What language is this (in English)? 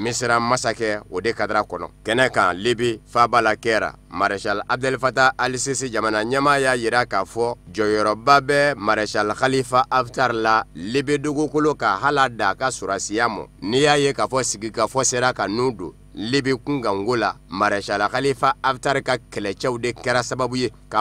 Bambara